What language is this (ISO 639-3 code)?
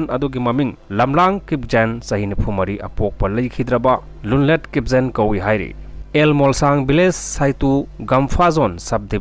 mni